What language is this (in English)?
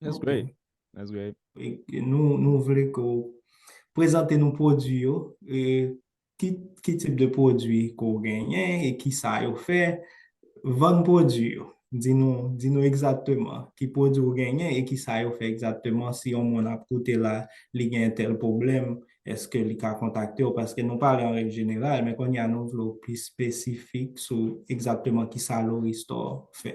Haitian Creole